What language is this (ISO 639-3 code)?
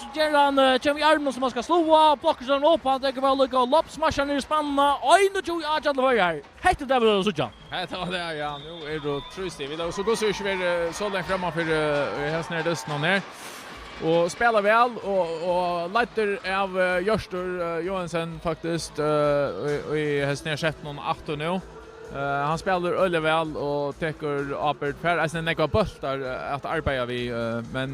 fao